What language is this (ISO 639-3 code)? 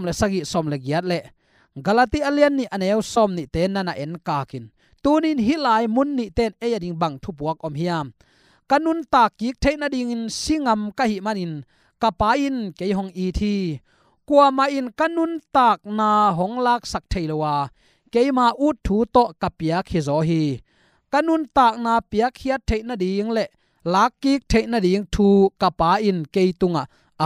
ctd